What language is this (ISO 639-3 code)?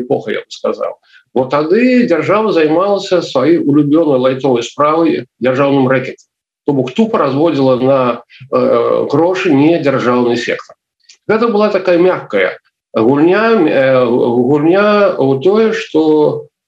bel